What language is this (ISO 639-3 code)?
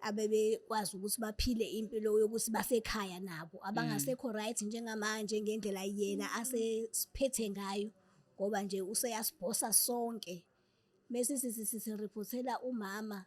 zul